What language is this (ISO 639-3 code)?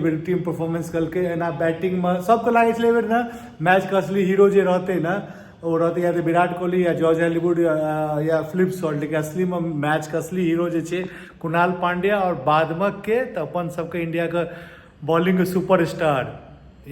mai